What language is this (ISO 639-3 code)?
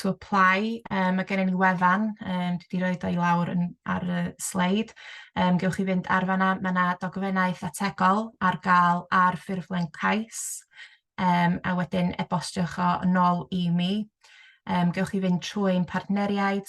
cym